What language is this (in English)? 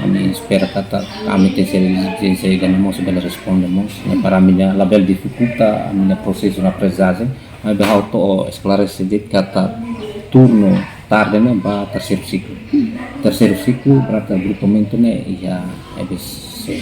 Tetum